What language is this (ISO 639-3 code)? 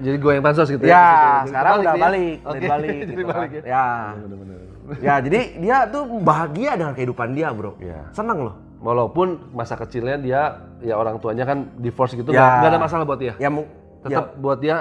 ind